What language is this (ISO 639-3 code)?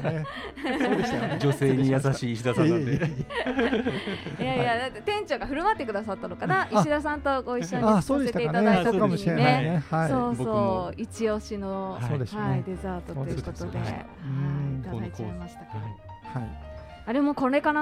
jpn